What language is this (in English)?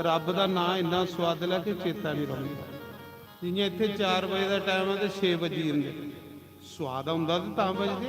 Dogri